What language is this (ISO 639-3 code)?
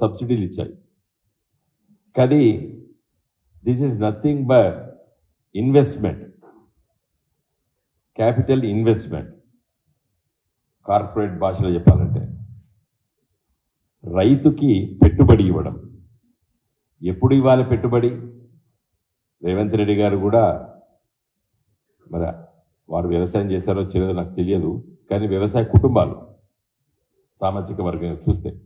tel